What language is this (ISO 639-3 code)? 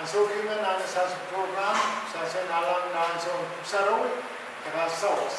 pon